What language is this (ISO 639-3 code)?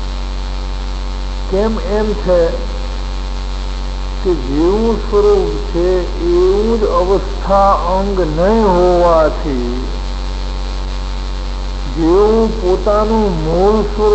guj